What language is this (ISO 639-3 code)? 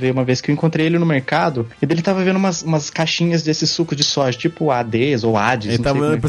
por